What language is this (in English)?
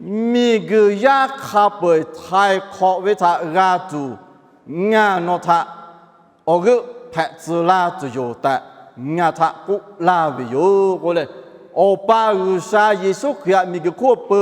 Lahu